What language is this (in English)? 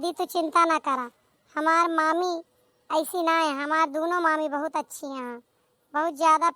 Awadhi